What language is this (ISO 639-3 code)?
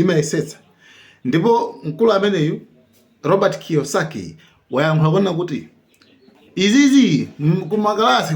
nya